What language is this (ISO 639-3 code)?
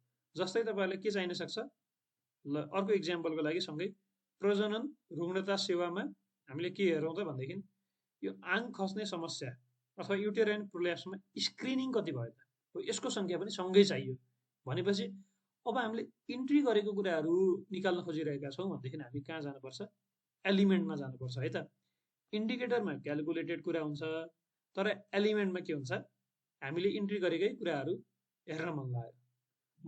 nep